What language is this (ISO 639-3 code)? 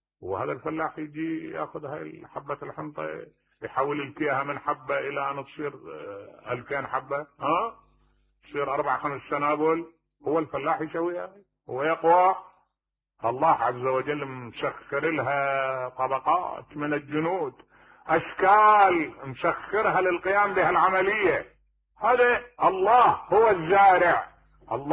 acm